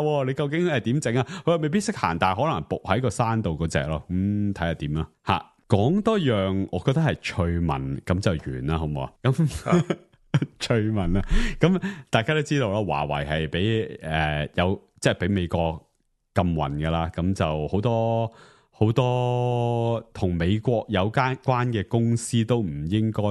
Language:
Cantonese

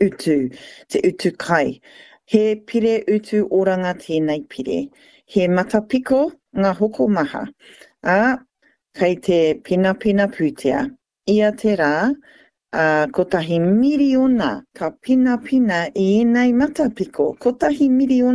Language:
Māori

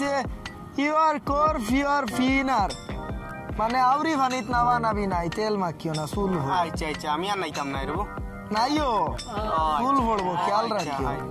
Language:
Sylheti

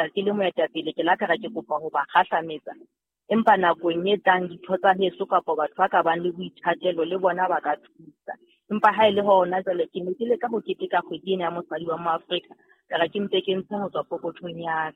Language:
Southern Sotho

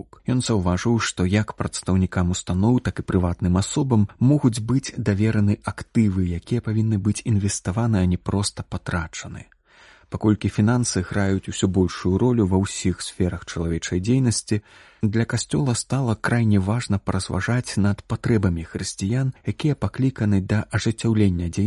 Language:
Belarusian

